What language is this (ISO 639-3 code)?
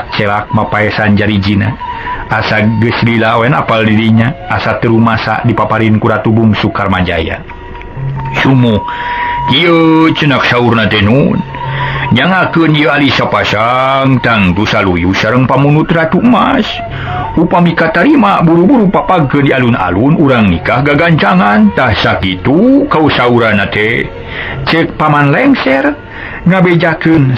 sun